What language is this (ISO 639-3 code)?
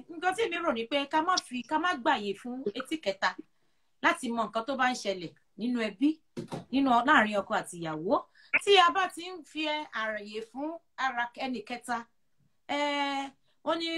yor